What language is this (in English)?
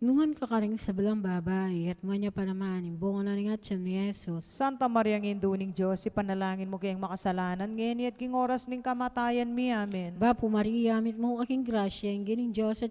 Pampanga